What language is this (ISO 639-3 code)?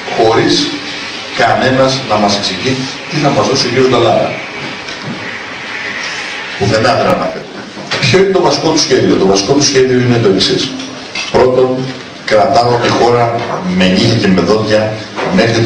ell